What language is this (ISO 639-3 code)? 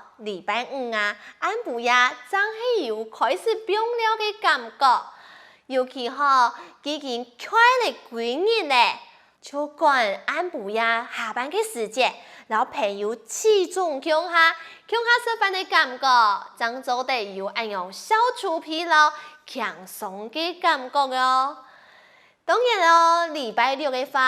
hak